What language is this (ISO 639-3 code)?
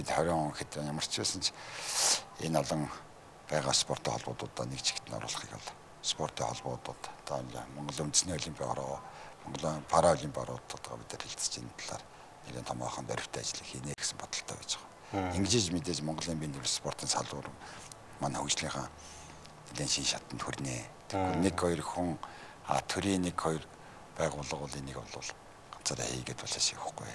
mon